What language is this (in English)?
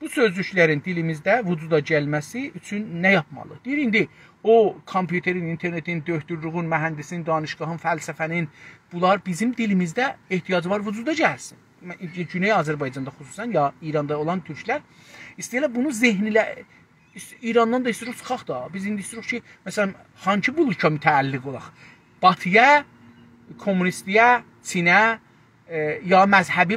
South Azerbaijani